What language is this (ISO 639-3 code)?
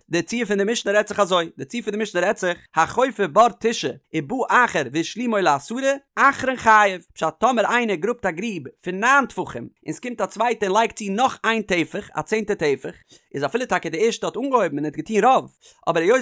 yid